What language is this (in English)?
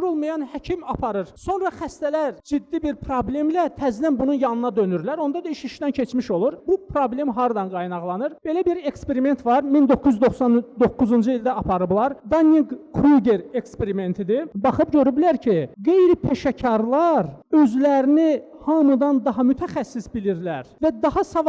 Azerbaijani